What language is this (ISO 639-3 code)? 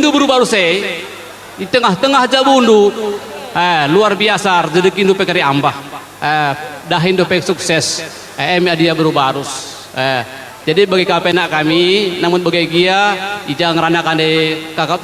btx